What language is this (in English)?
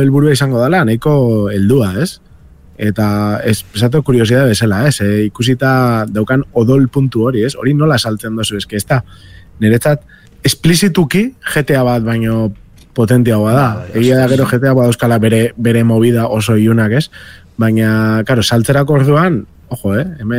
Basque